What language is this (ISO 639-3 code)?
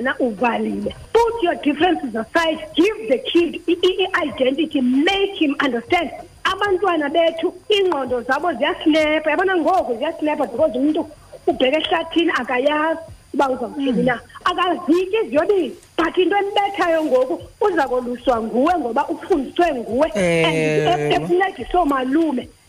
xho